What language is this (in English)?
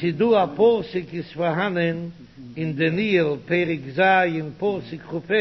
Yiddish